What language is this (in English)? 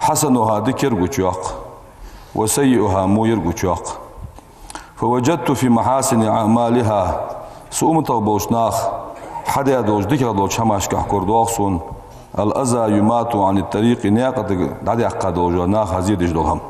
Ingush